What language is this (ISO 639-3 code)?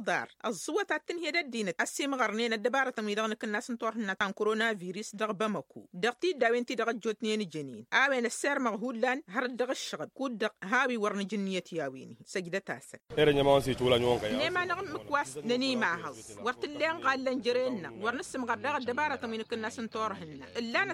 taq